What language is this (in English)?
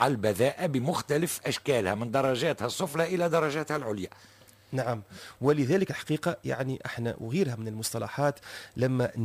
Tunisian Arabic